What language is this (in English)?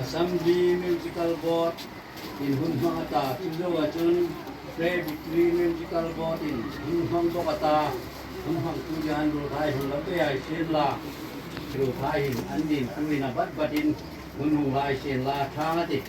Hmar